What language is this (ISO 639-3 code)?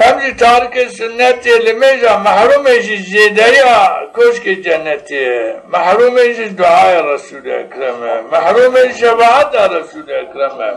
zza